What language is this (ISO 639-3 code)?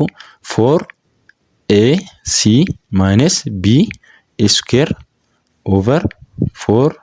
orm